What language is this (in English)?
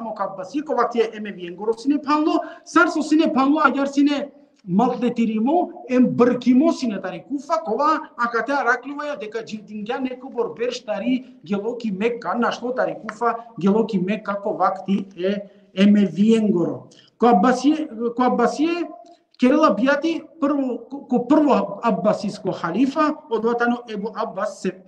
Balkan Romani